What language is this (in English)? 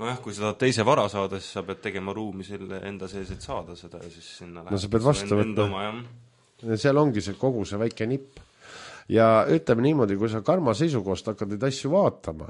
Estonian